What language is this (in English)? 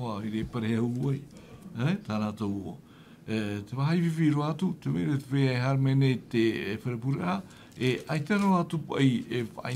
Tahitian